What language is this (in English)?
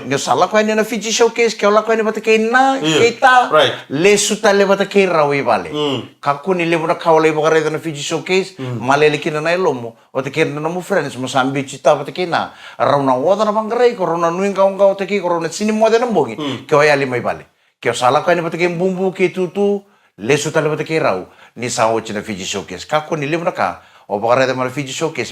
Fijian